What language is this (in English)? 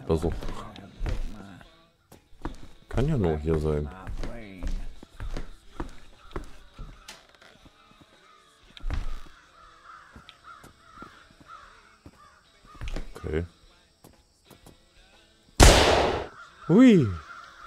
German